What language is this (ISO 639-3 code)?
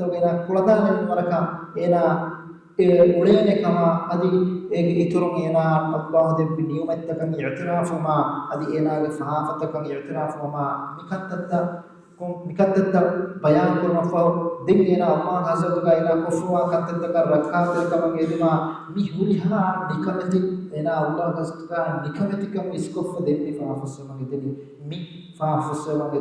div